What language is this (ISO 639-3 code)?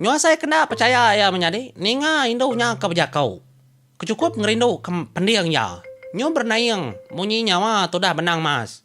iba